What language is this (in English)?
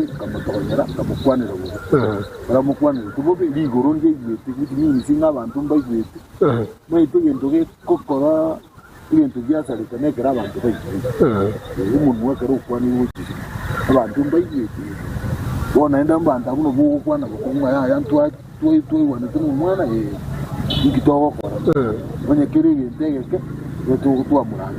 Gusii